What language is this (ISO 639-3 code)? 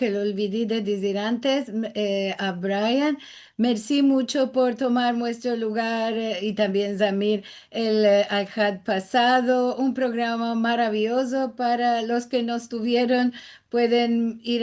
lad